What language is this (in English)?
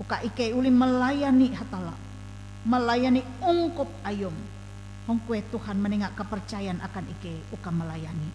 Ngaju